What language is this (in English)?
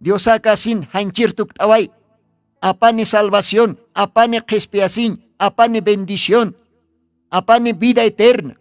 Aymara